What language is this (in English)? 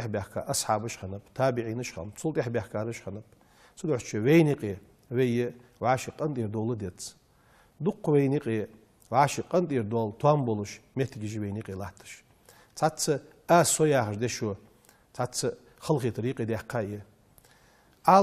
Ingush